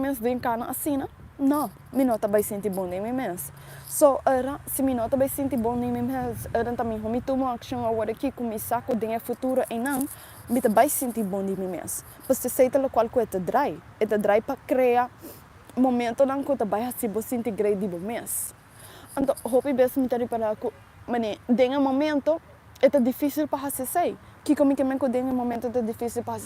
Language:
Papiamento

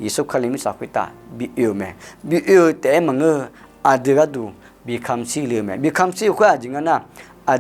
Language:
Akha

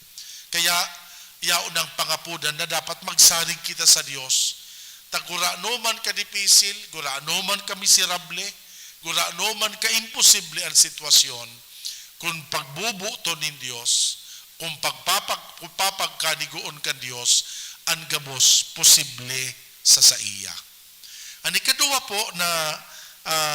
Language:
Bikol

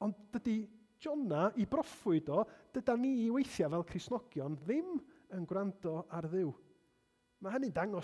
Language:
Welsh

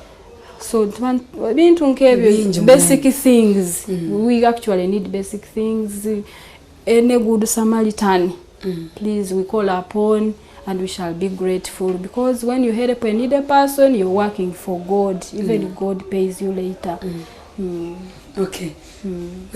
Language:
Nyankole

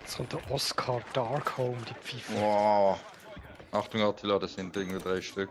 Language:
Swiss German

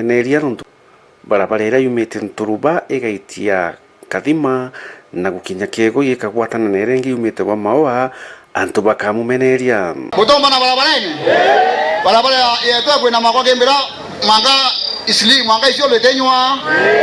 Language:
Meru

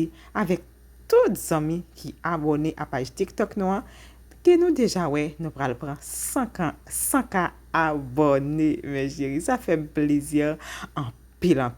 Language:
Haitian Creole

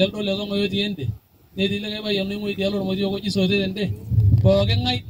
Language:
Masai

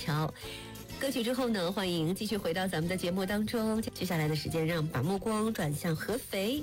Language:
Chinese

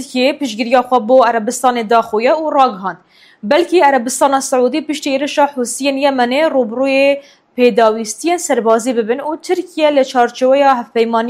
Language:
Kurdish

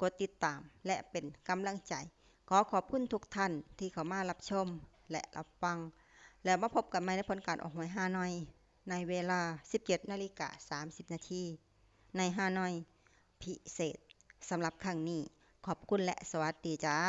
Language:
Lao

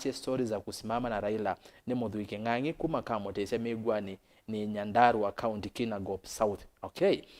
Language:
Kamba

